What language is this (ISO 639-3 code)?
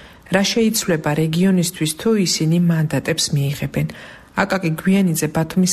kat